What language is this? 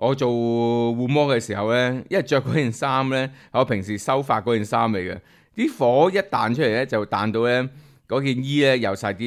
Cantonese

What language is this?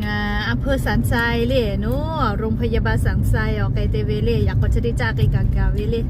Lahu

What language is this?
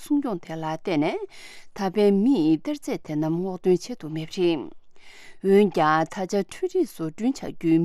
Tibetan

